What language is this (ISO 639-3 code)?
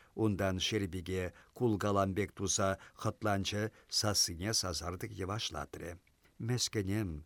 chv